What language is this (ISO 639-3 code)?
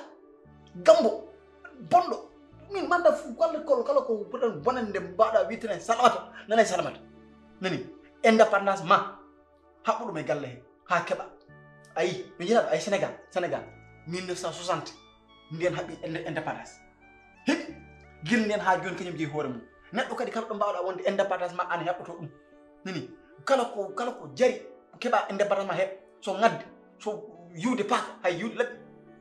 ful